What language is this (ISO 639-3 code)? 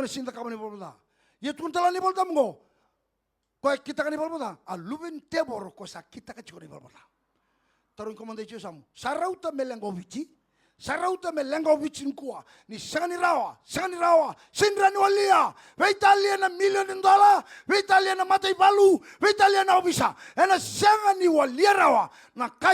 fij